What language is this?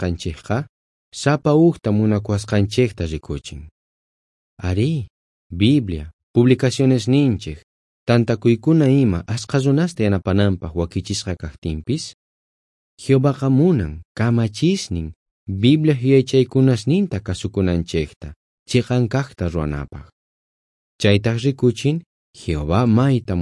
South Bolivian Quechua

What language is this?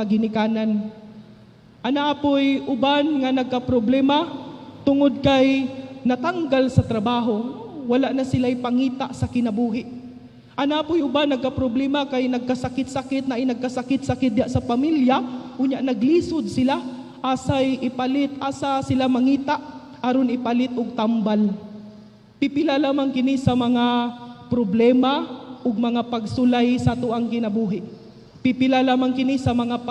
Cebuano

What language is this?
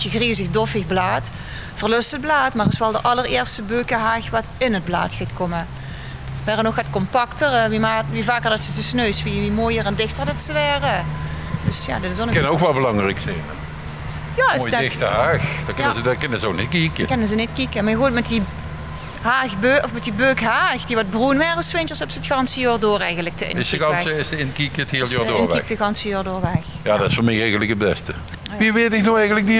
Limburgish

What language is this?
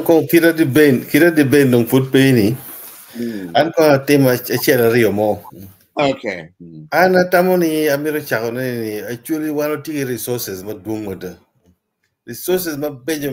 Acoli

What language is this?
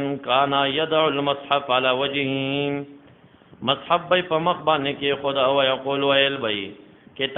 Pashto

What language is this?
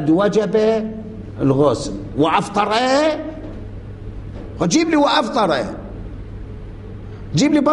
Arabic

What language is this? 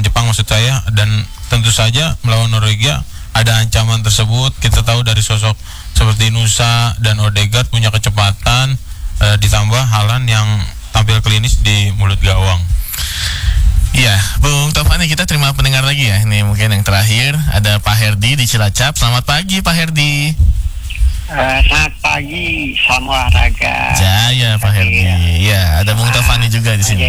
Indonesian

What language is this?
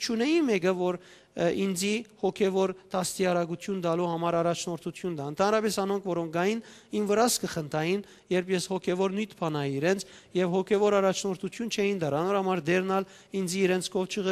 Western Armenian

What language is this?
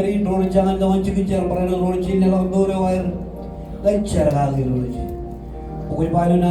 Marshallese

